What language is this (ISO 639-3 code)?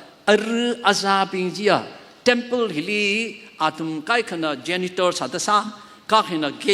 nmf